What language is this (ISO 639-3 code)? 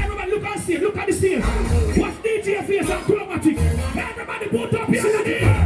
jam